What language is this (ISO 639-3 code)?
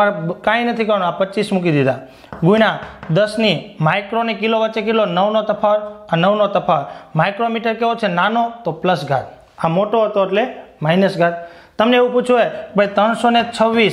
guj